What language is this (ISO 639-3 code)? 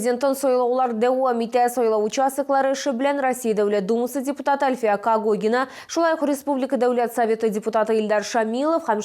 tat